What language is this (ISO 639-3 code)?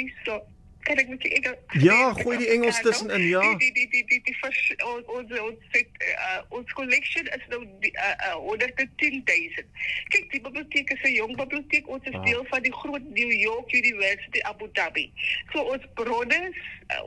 afr